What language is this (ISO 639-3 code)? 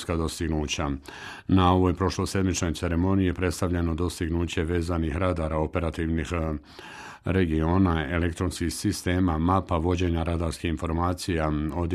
bos